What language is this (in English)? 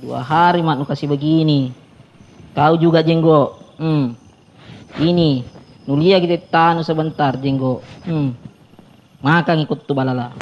Makassar Malay